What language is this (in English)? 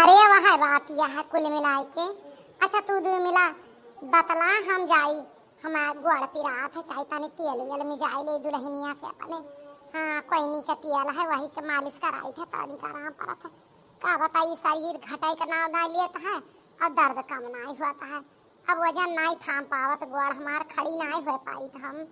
Awadhi